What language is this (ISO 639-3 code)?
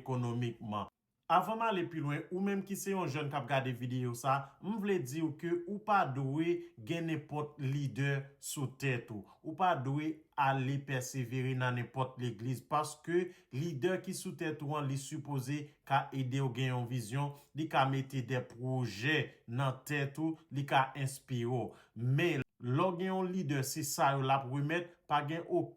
hat